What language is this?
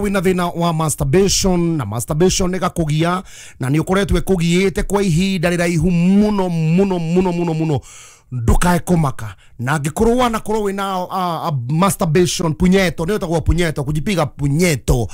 Kikuyu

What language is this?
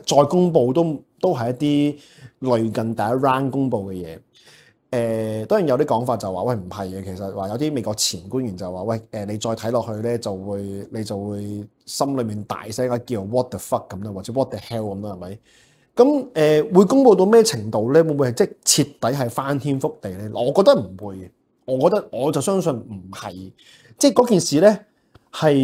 Cantonese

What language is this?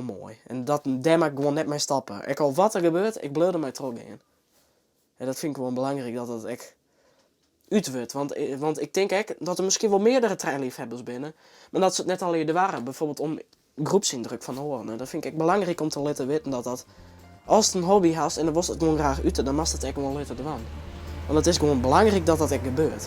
Western Frisian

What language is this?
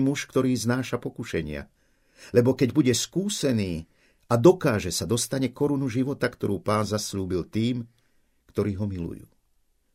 Slovak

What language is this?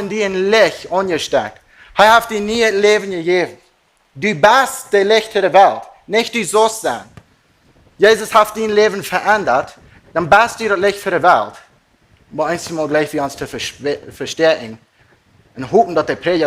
Plautdietsch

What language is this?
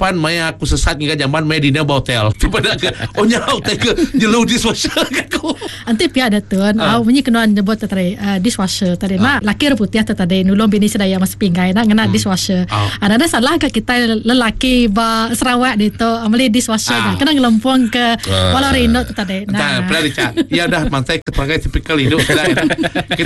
Iban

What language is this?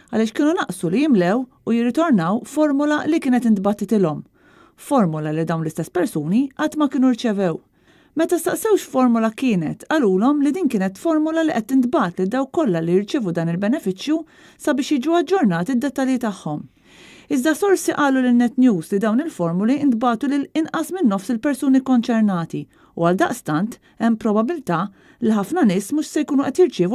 Maltese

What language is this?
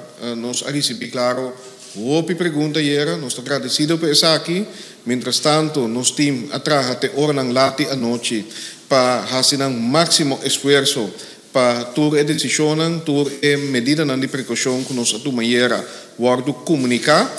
Papiamento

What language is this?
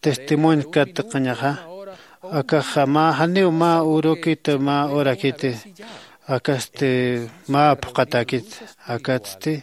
Aymara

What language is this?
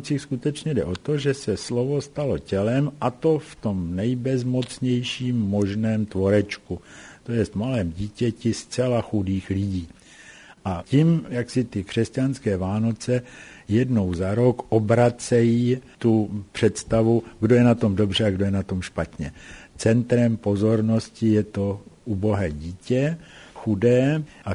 Czech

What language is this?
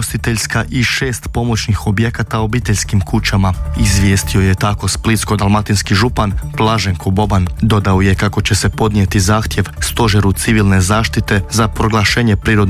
Croatian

